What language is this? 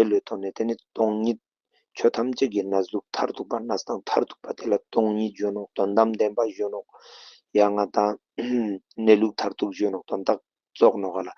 Ladakhi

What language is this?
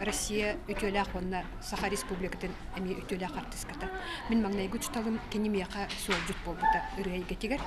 Yakut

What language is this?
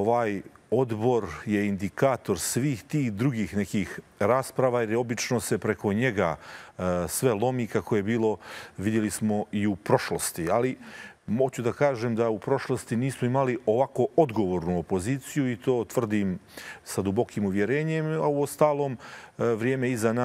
Serbian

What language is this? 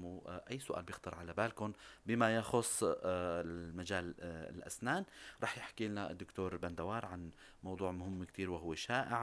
North Levantine Arabic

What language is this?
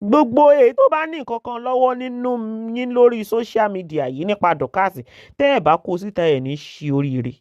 Yoruba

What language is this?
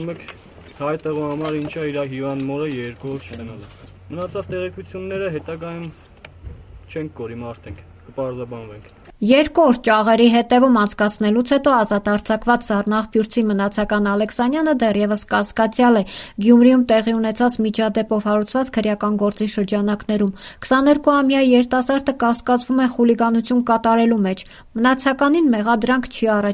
Armenian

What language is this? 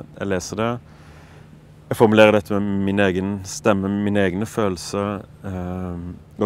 Norwegian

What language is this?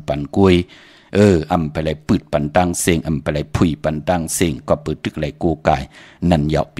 Shan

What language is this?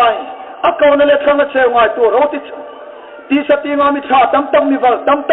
Hmar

